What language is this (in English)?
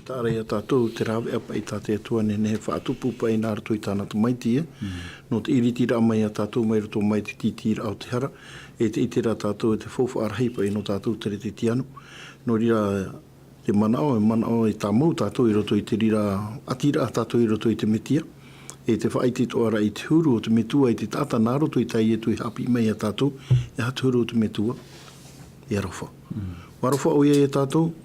Tahitian